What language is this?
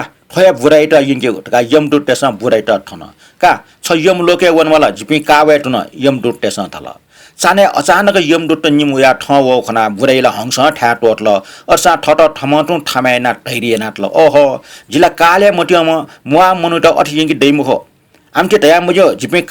Newari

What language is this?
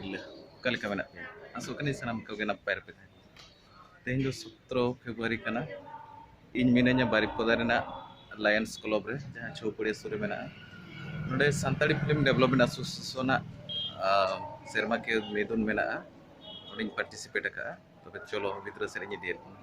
Santali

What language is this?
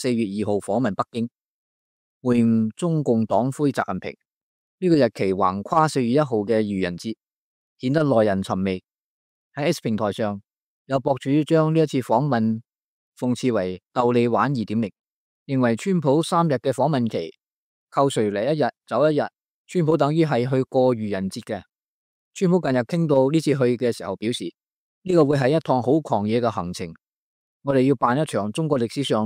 Cantonese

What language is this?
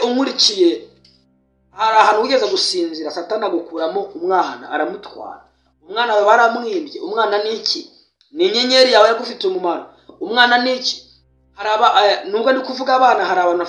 Kinyarwanda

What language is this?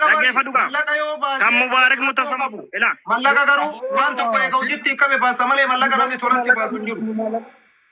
Oromo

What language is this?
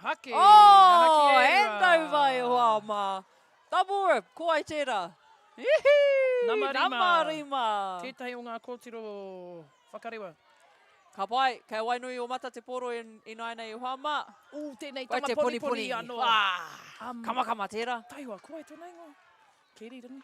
Māori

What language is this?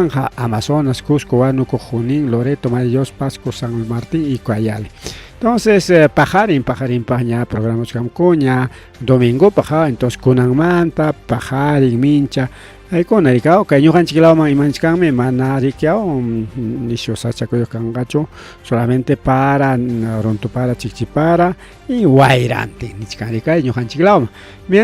Ayacucho Quechua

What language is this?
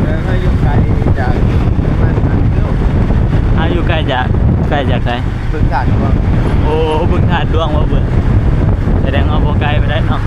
Northeastern Thai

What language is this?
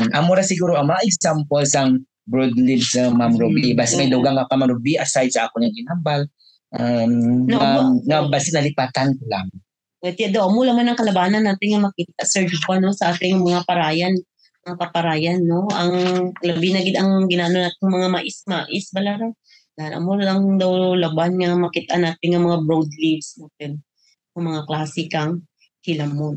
Kinaray-a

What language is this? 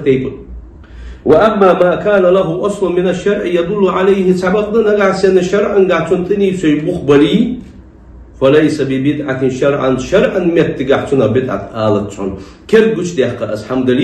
Ingush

